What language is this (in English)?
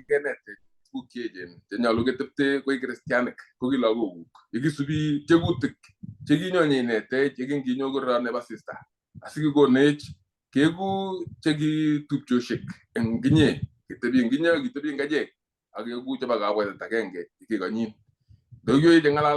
Kalenjin